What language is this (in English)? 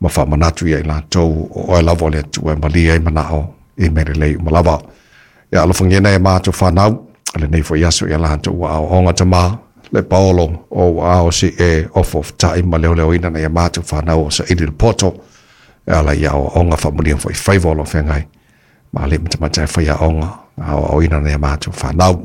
Samoan